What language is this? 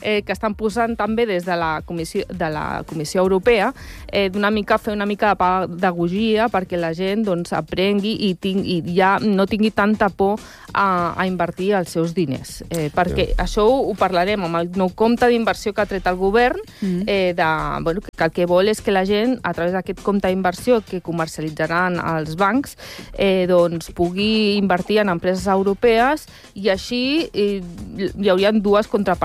Catalan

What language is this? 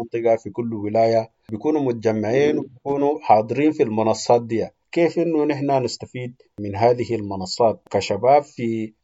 Sudanese Arabic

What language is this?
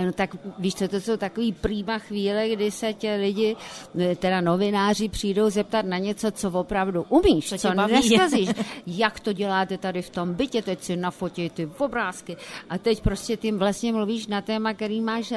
Czech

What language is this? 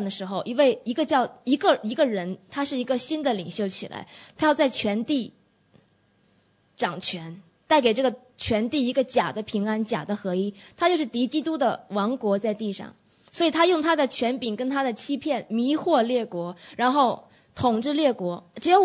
Chinese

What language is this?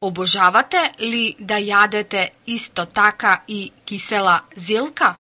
Macedonian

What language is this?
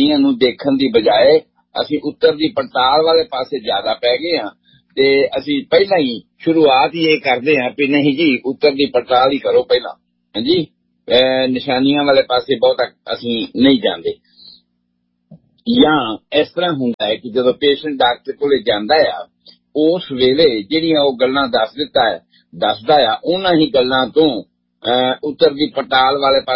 Punjabi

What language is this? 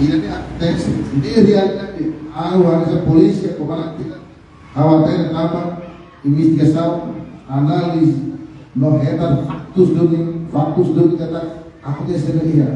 Tetum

